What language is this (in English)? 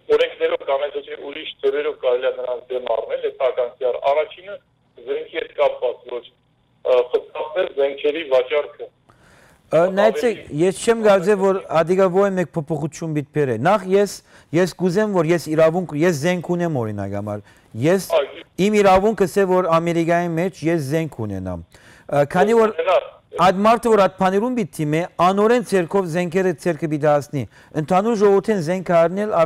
Western Armenian